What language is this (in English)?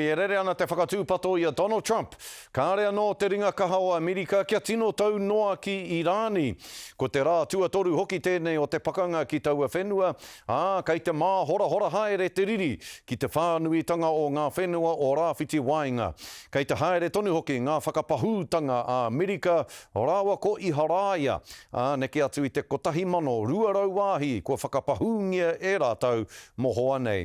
Māori